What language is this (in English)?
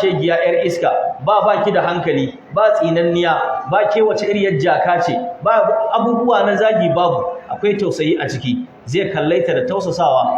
Hausa